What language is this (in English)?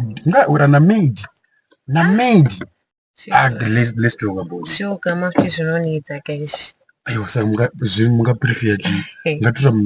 Shona